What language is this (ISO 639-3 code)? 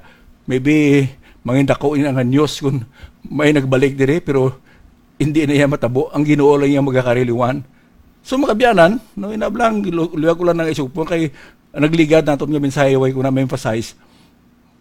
hil